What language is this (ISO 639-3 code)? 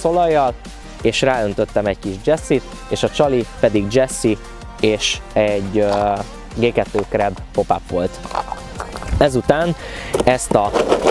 hun